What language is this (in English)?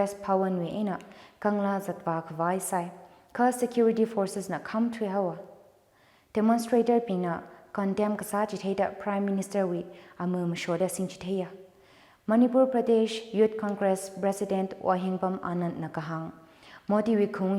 Tangkhul Naga (India)